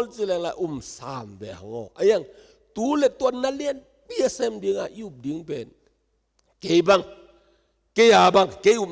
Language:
Tedim Chin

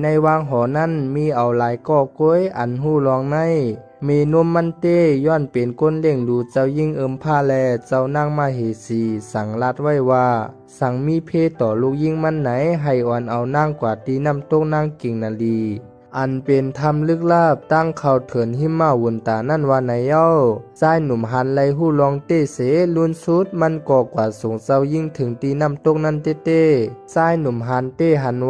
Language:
Shan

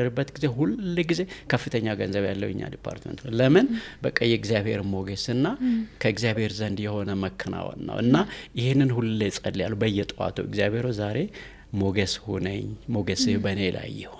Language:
Amharic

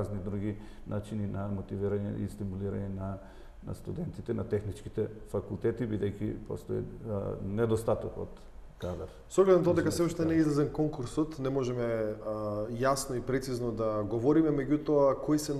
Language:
Macedonian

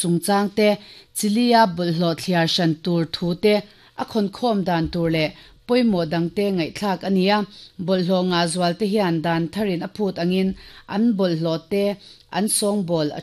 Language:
Mizo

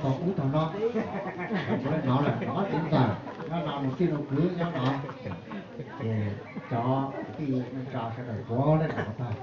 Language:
Hmong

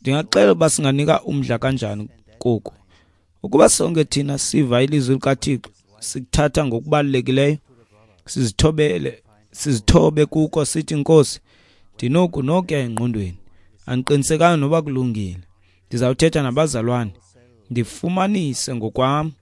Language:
Xhosa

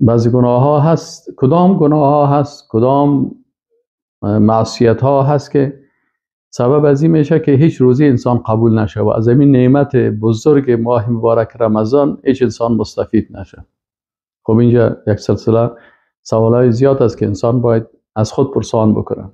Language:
Persian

